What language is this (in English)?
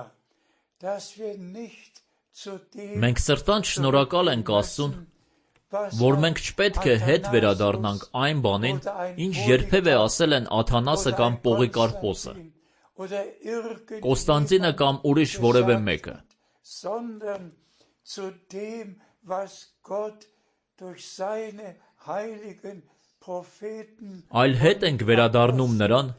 Armenian